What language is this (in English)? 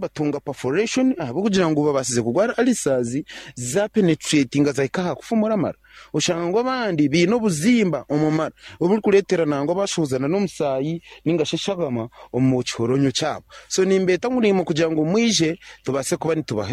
Nyankole